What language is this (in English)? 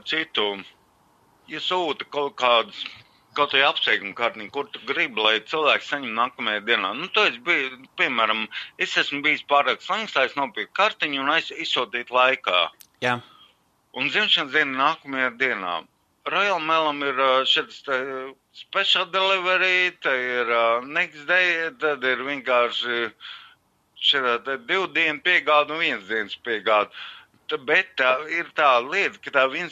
Latvian